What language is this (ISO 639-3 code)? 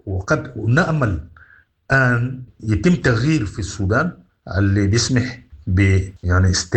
apd